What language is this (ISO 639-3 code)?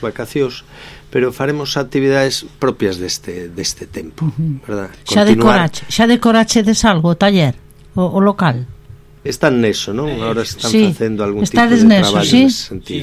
glg